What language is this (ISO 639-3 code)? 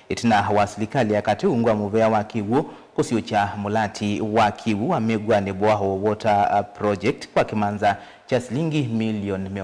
kam